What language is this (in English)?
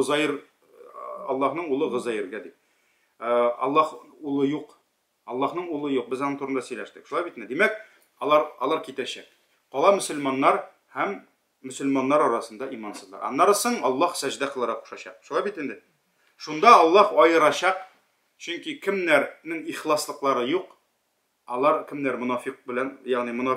Tatar